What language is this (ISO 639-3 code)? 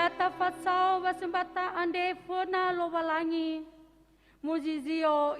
nia